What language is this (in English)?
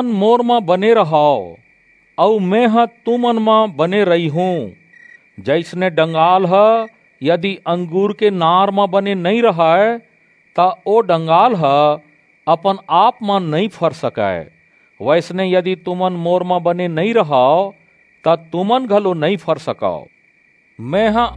Chhattisgarhi